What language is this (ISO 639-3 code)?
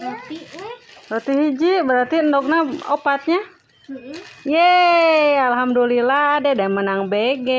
sun